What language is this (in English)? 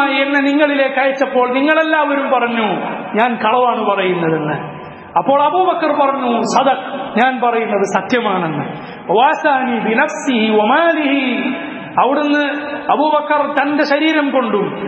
Malayalam